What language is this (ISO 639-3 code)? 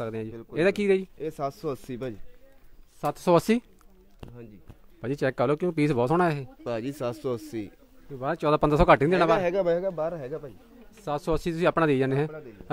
pan